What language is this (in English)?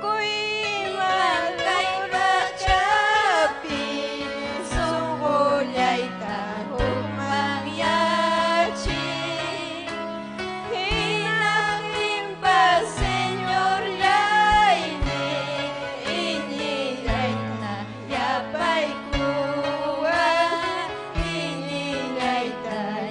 Ayacucho Quechua